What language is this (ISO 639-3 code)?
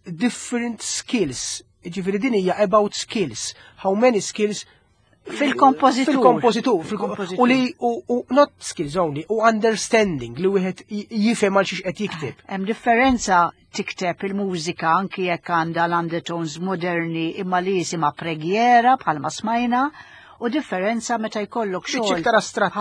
mlt